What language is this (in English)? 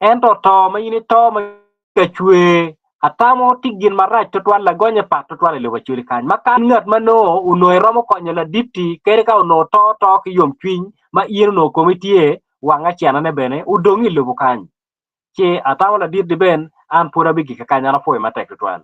Acoli